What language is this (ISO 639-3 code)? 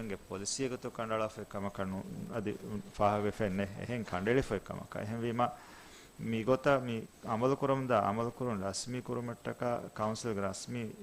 div